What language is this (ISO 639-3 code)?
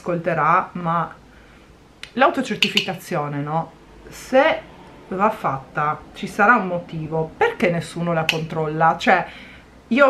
ita